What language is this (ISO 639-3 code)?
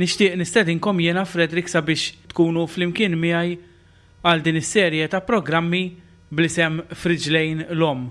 mlt